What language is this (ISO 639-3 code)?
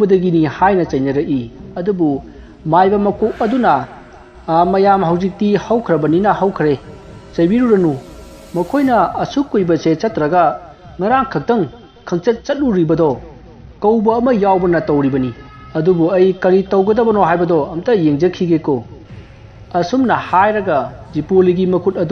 mni